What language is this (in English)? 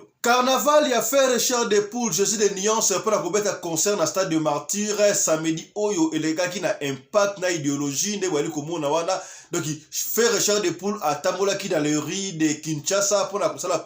Lingala